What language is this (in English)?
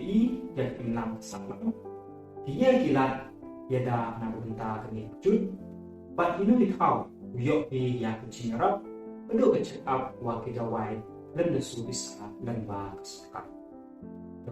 Pnar